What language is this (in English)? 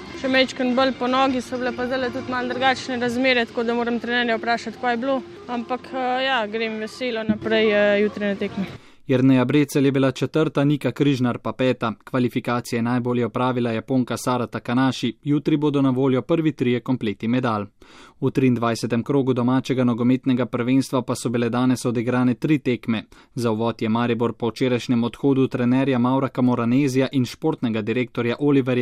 Slovenian